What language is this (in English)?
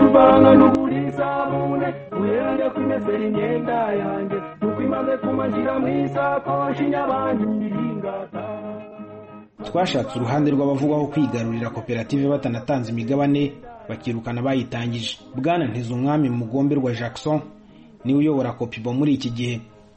Kinyarwanda